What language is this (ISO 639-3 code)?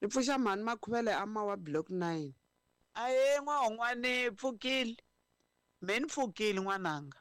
tso